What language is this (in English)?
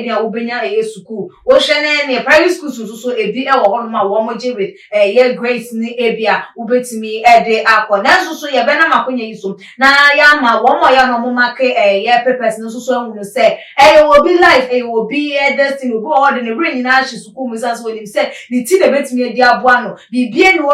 Akan